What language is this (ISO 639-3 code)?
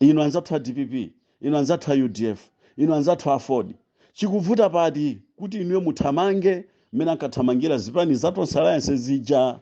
nya